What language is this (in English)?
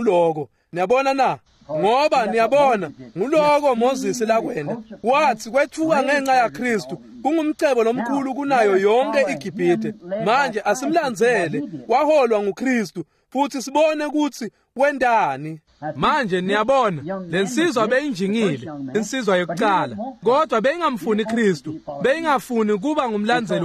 Swati